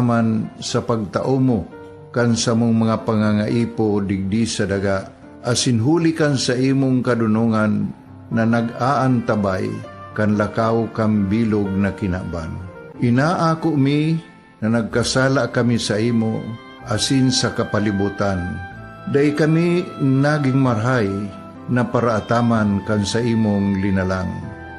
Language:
Bikol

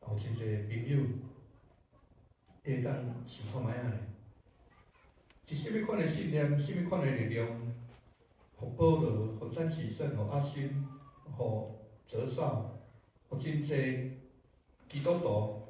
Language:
Min Nan Chinese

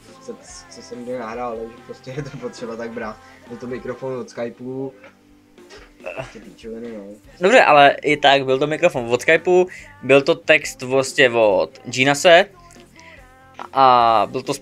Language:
Czech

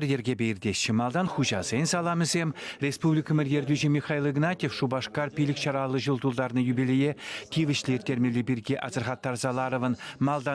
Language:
Chuvash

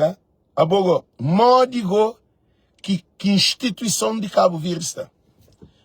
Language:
Kabuverdianu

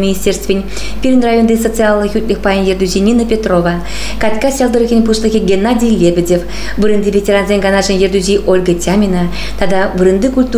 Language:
Chuvash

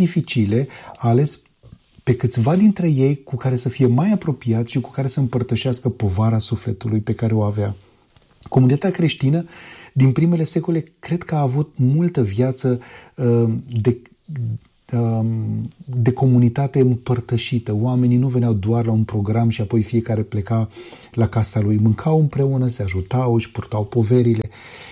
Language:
Romanian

